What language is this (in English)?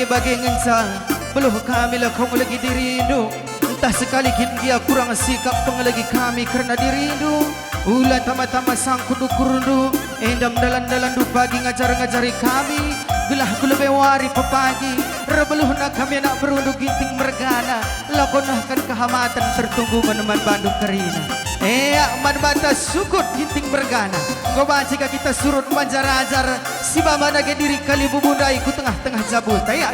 Batak Karo